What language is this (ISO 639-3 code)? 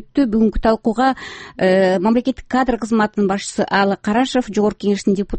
kir